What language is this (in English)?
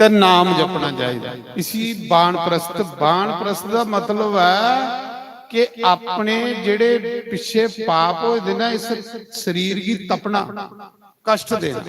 Dogri